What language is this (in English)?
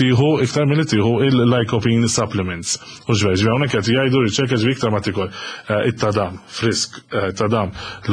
Maltese